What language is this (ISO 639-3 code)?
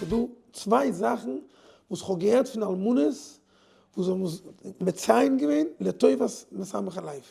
yid